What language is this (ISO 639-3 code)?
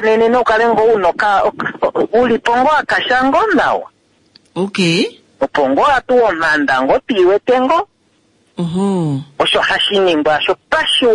kua